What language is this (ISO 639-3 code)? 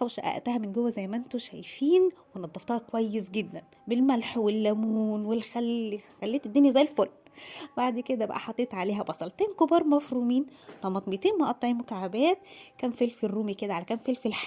arz